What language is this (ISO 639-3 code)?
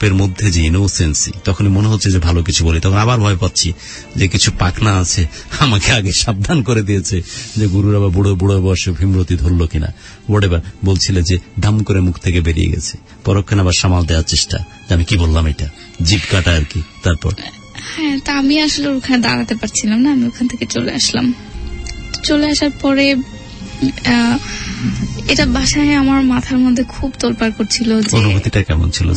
ben